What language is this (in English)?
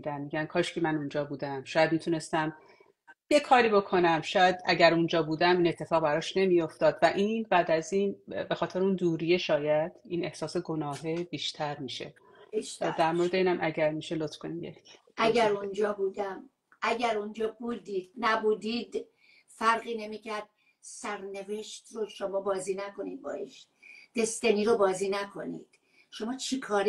Persian